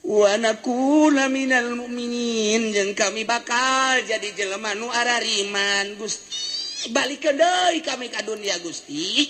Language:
Sundanese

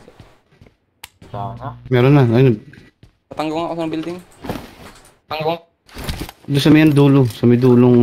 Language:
Filipino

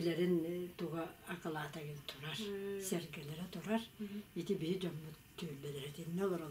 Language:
Yakut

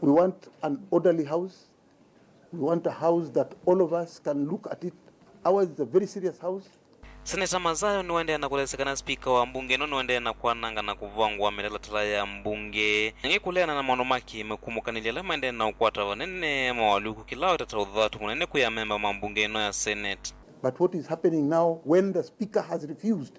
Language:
Kamba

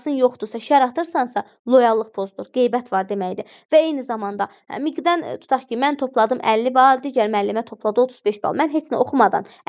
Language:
Azerbaijani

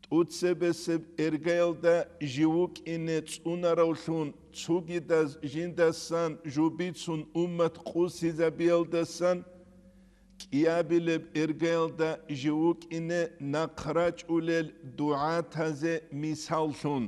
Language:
Avaric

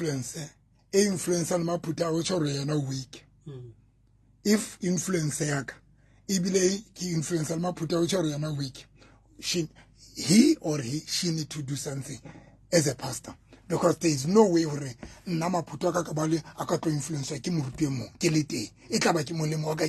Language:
Southern Sotho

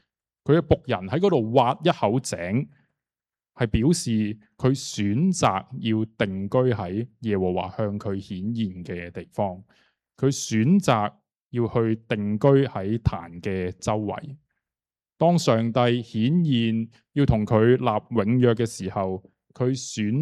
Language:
Cantonese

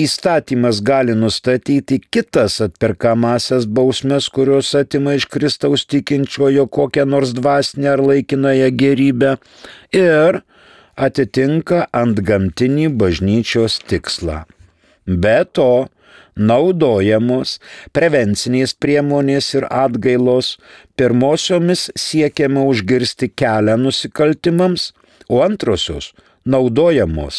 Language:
Lithuanian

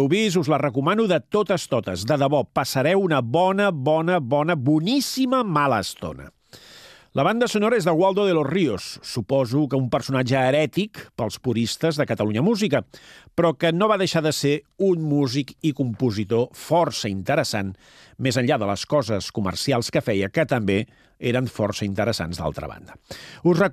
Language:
Catalan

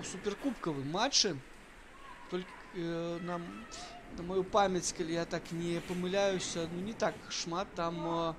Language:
Belarusian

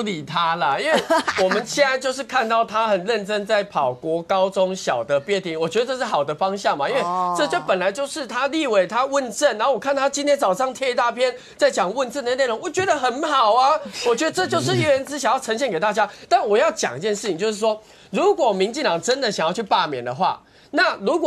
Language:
Chinese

